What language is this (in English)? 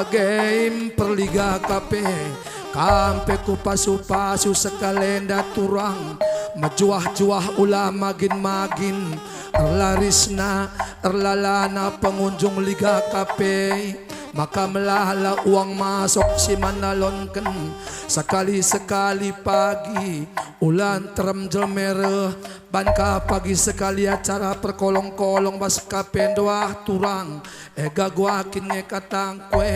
Batak Karo